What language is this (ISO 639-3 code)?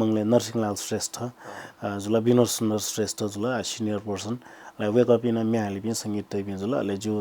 new